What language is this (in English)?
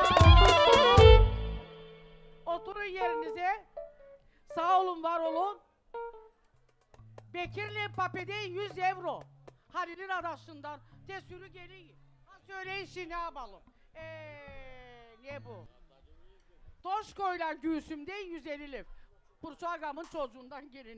Turkish